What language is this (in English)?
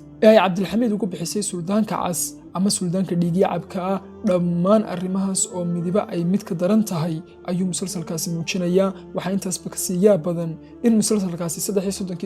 Somali